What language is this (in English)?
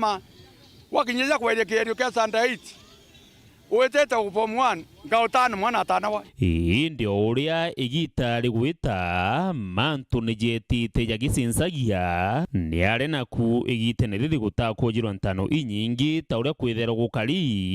Meru